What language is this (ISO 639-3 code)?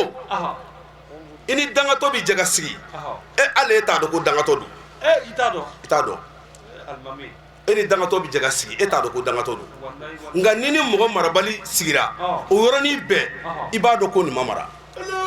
bam